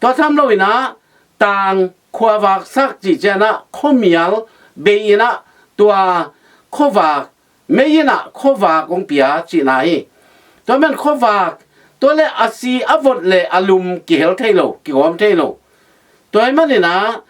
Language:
Tedim Chin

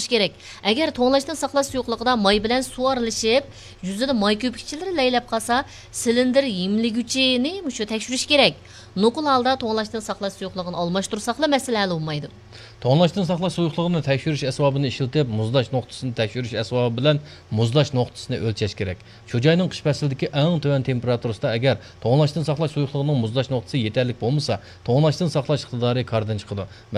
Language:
Uyghur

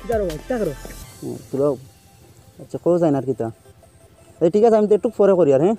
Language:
Sylheti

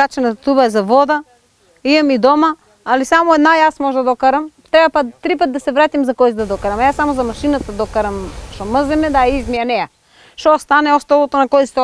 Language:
Macedonian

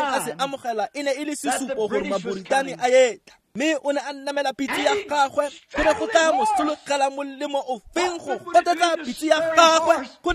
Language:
Tswana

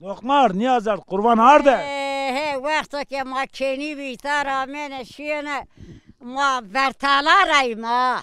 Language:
Zaza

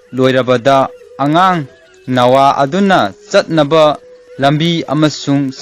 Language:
Manipuri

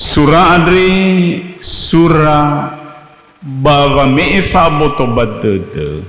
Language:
Nias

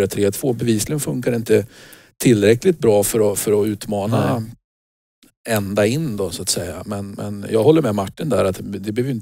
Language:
Swedish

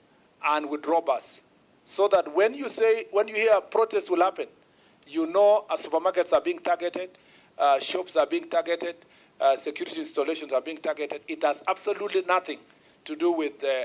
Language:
Kamba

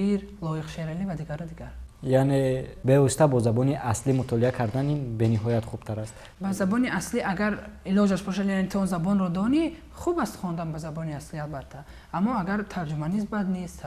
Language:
Tajik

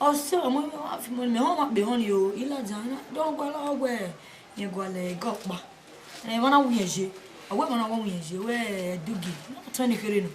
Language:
Bini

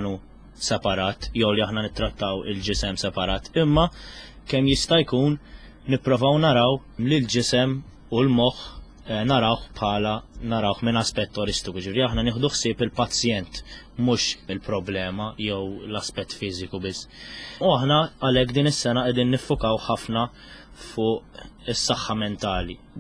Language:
Maltese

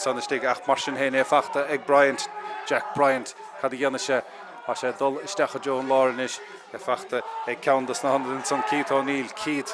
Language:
Irish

